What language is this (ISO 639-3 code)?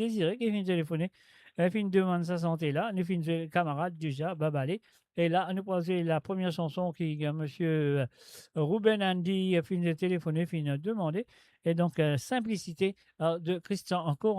mfe